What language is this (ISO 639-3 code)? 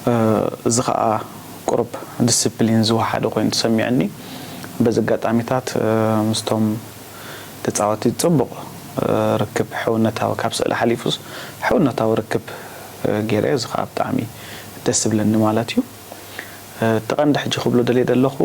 tir